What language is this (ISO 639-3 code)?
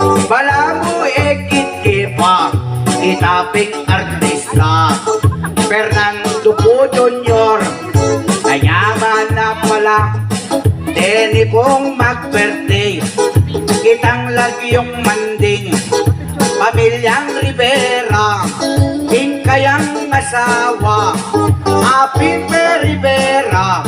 pam